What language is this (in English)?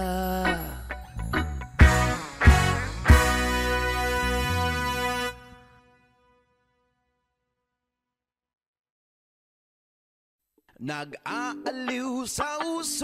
Filipino